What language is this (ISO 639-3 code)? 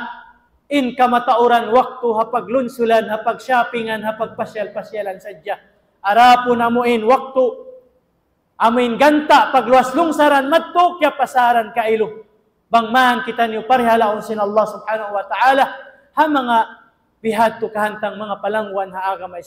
tsg